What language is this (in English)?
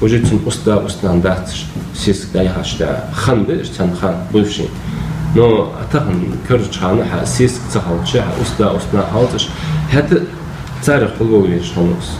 Ingush